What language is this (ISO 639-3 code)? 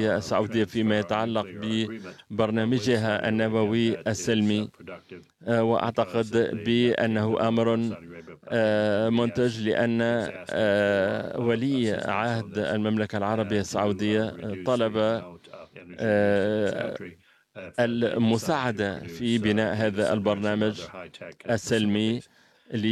ara